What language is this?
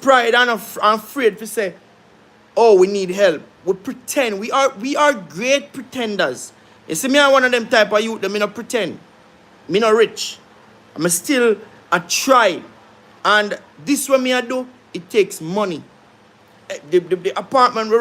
Jamaican Creole English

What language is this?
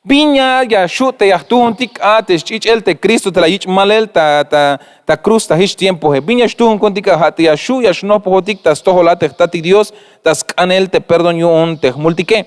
Tzeltal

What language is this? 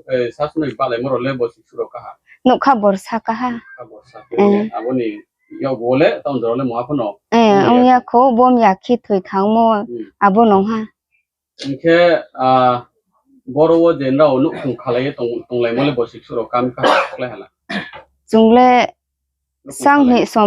Riang (India)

